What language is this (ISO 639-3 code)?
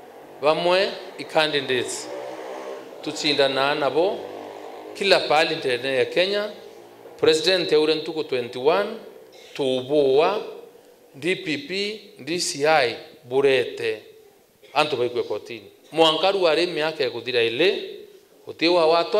mer